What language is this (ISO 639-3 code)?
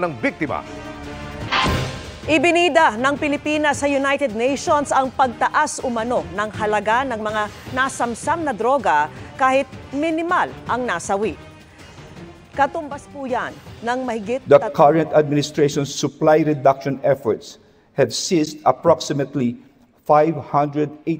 fil